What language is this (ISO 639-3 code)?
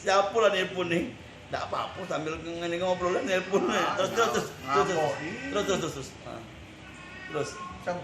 mui